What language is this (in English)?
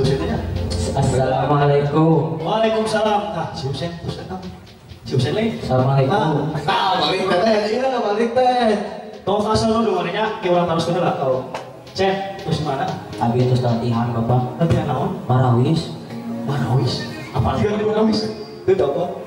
Sundanese